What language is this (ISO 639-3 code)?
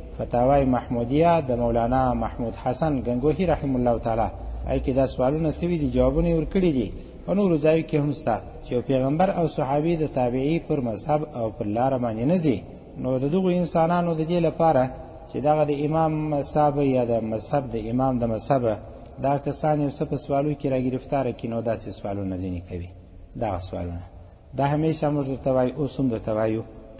pus